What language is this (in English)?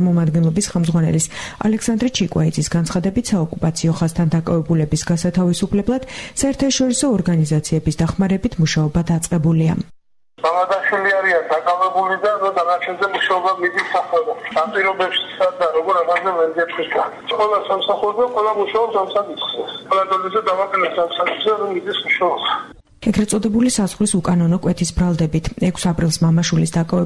Georgian